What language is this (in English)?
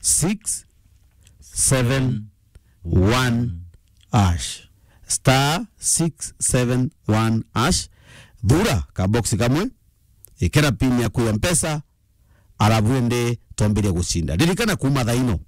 Meru